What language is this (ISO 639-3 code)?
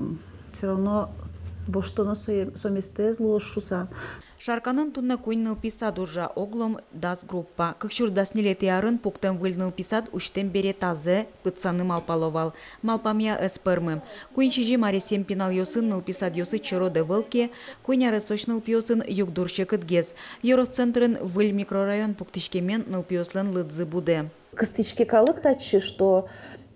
udm